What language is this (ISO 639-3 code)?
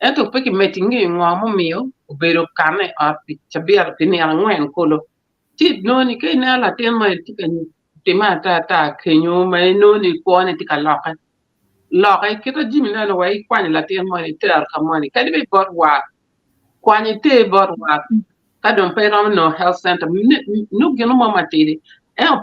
ach